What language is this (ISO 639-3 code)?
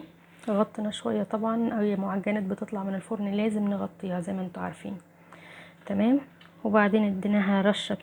arz